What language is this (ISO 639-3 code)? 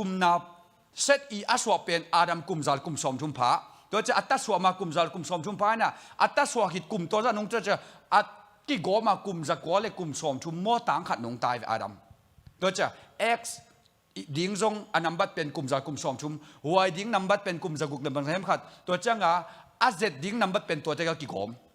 ctd